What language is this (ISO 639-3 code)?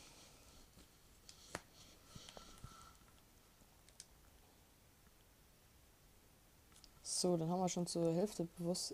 deu